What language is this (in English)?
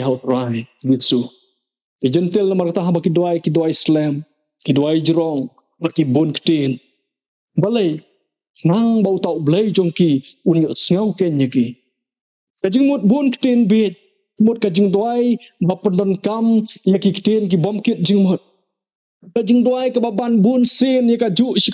Khasi